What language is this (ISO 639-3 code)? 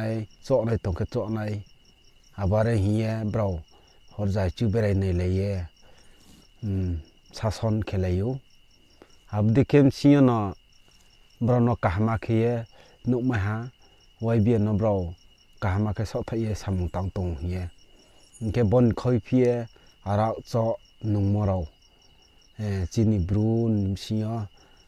ria